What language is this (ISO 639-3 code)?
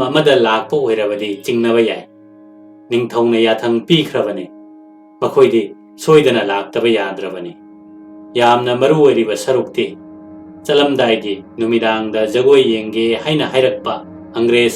mni